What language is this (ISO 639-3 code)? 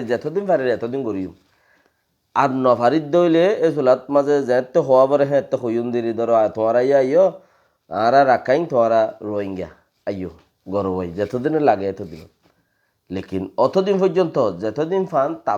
rhg